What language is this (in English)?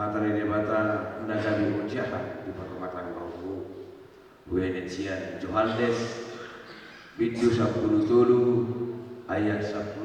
Batak Toba